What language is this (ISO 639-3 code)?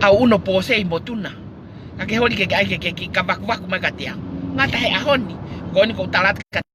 ton